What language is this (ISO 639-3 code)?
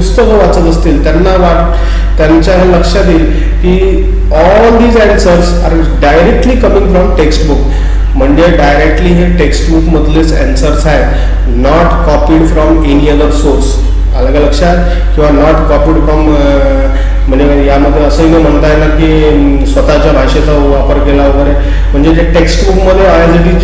mar